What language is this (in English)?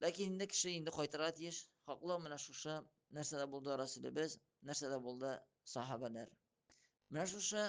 Tatar